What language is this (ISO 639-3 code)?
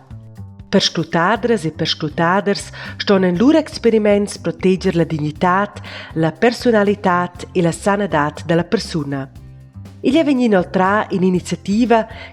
roh